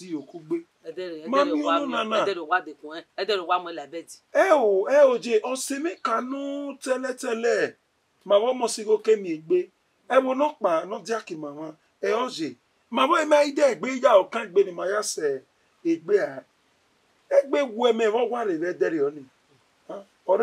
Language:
Bini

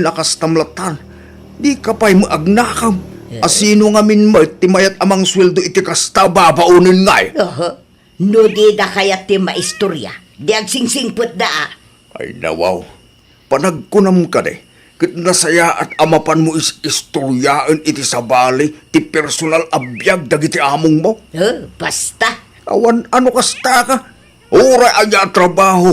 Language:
Iloko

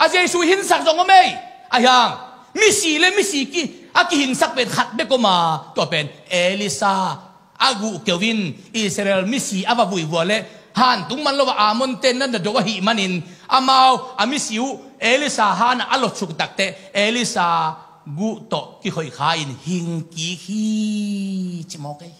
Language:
Tedim Chin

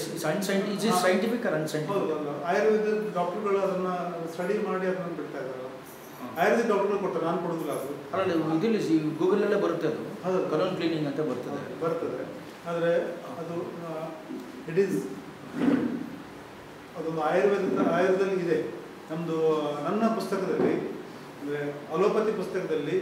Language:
Kannada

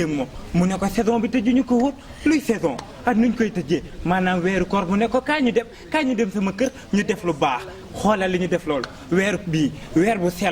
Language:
Wolof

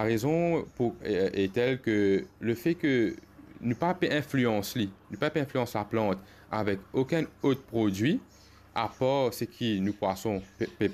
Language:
Morisyen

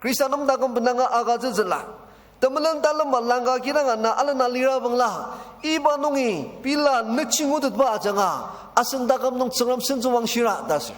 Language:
Ao Naga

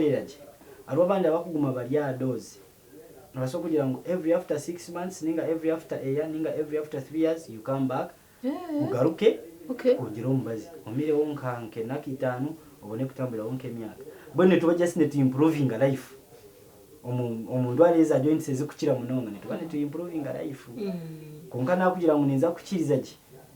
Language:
Nyankole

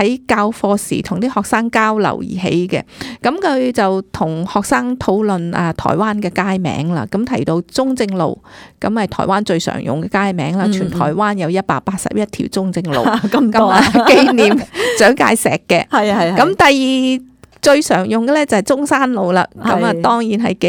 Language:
Cantonese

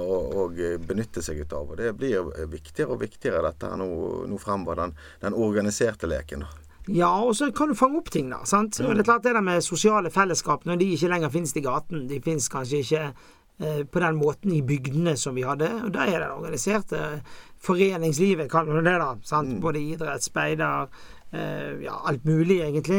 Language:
Norwegian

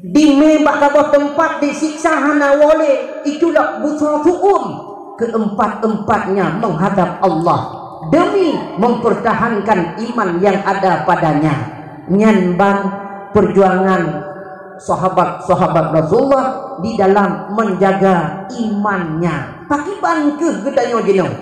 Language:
Achinese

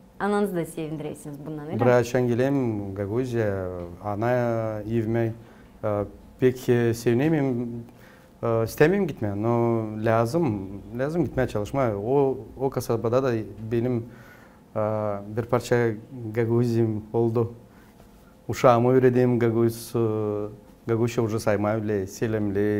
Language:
Gagauz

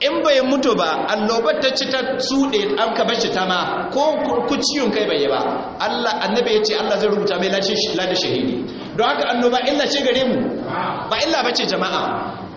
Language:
Hausa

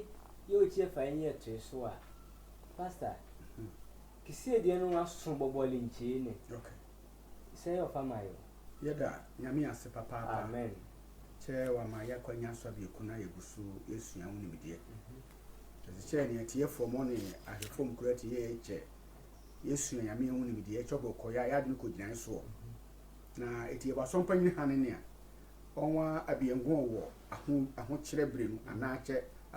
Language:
Sehwi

